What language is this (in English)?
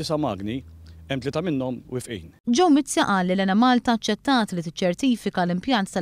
Maltese